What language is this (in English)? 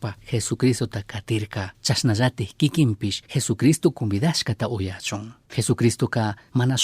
Chimborazo Highland Quichua